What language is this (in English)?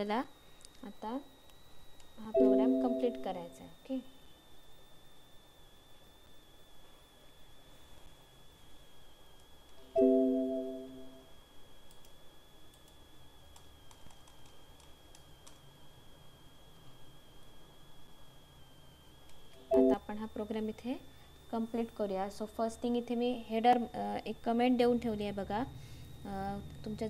Marathi